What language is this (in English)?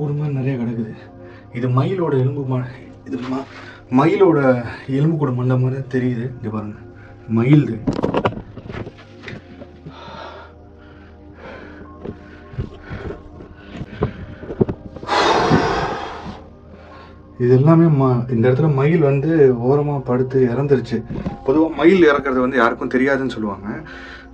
Tamil